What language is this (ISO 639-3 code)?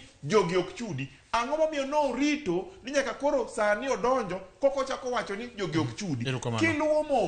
luo